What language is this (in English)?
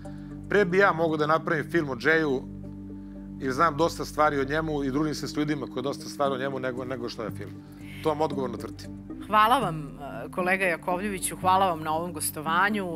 Serbian